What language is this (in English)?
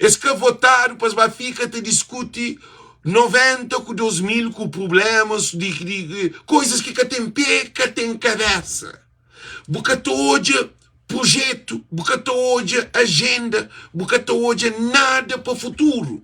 Kabuverdianu